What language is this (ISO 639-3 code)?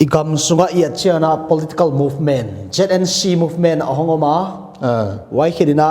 pck